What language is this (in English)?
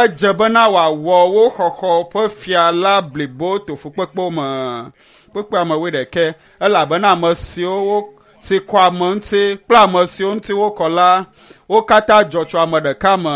Ewe